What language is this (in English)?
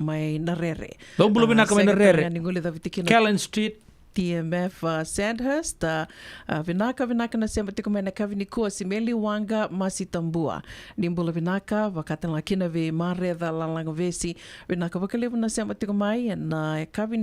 Fijian